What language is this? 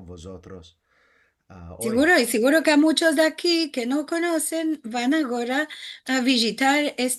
Ladino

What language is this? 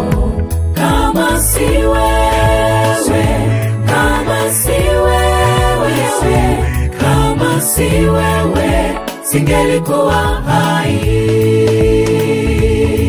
Swahili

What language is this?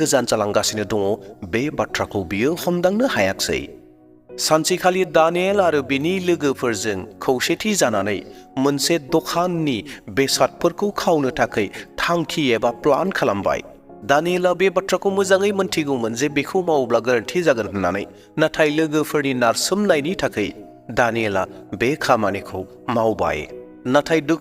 Bodo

